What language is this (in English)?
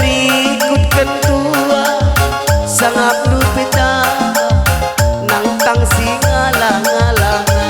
Batak Karo